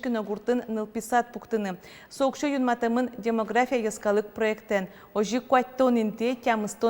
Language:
Udmurt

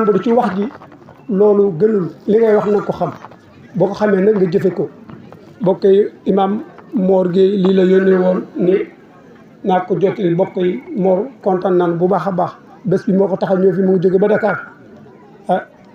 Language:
Wolof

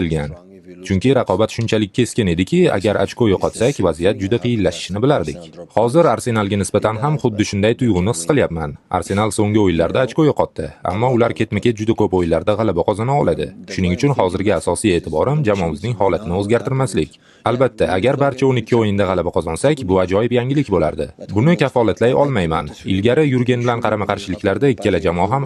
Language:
Uzbek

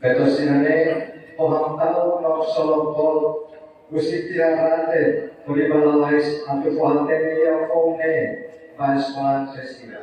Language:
Tetum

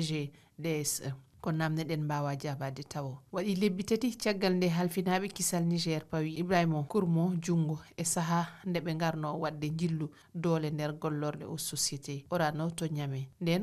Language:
Fula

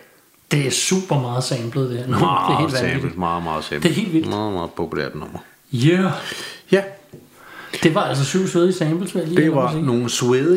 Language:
Danish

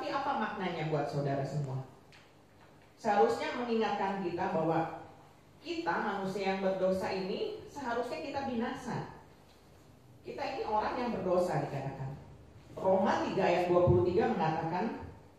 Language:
Indonesian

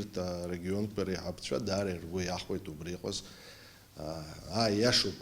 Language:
Abkhazian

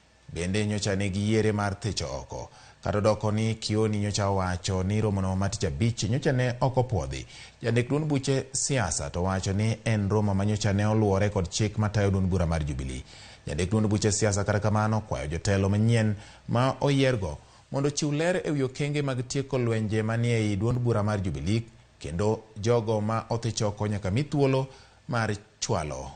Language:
Luo (Kenya and Tanzania)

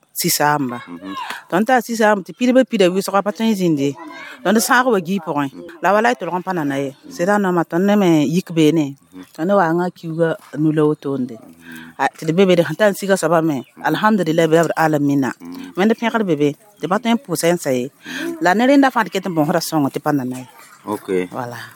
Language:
Mossi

